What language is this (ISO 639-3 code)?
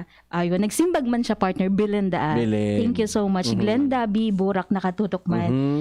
bik